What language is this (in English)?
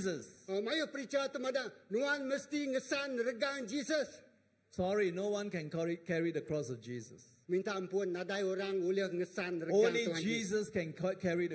Iban